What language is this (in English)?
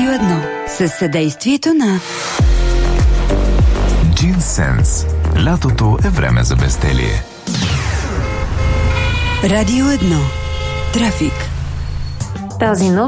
Bulgarian